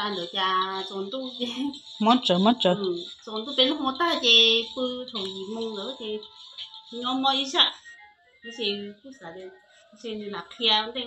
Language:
Hmong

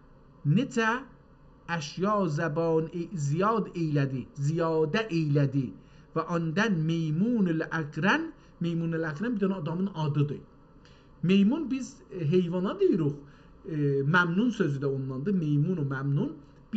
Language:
South Azerbaijani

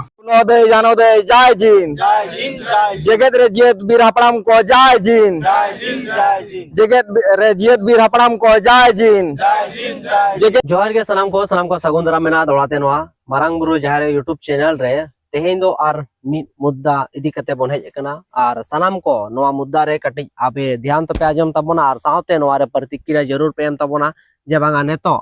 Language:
Santali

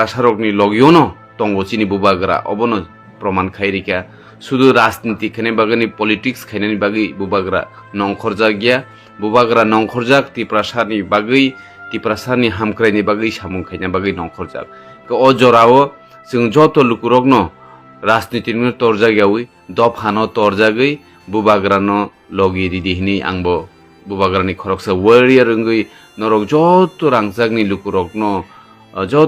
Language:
Kok Borok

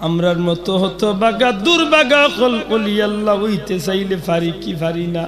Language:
Sylheti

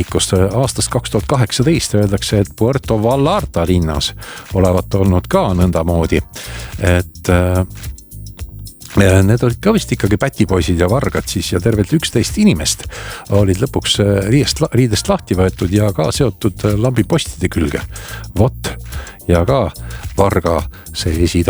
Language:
Estonian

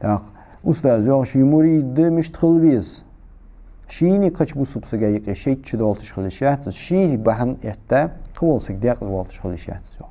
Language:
Ingush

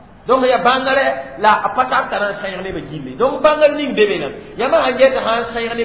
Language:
Mossi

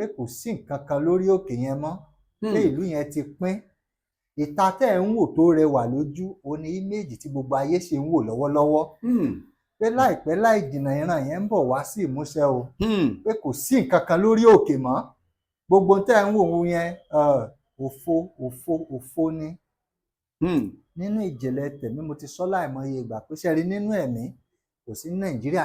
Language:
Yoruba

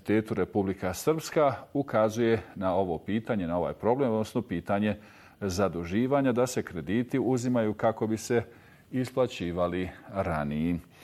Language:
Bosnian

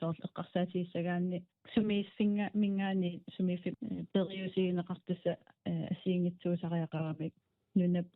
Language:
Kalaallisut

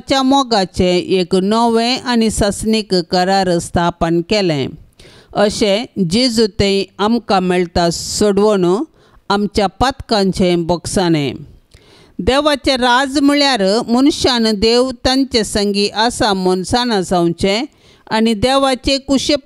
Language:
Konkani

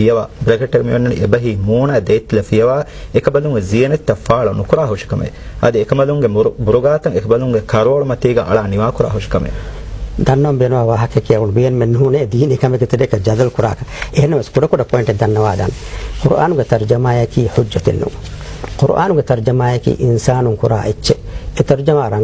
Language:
Divehi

